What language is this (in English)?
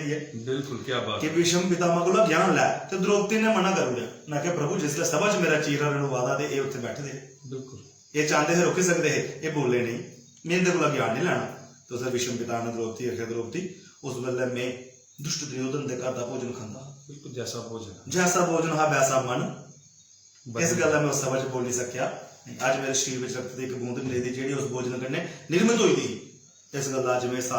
Dogri